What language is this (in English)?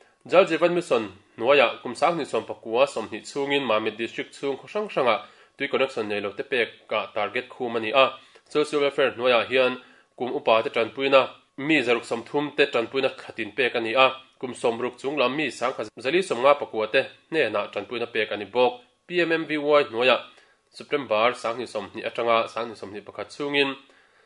Mizo